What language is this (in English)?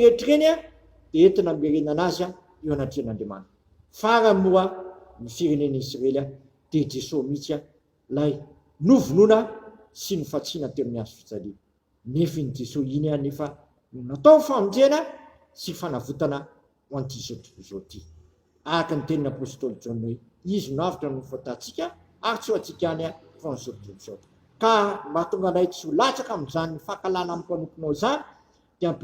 Malagasy